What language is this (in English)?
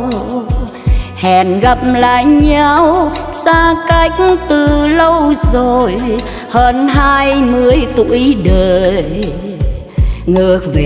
Vietnamese